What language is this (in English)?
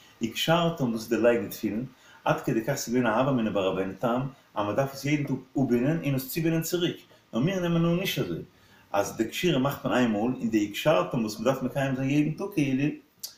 Yiddish